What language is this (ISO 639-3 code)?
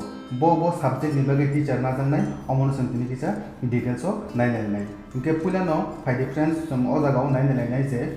trp